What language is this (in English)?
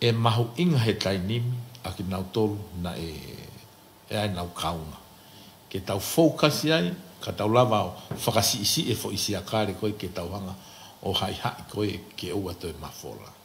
Tongan